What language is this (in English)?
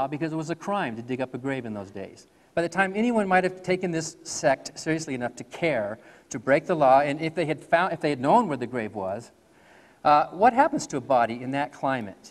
English